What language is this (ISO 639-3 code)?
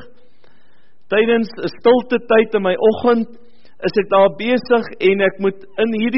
afr